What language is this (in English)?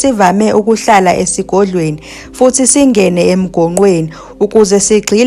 Zulu